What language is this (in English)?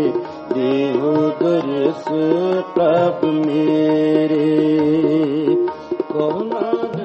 Punjabi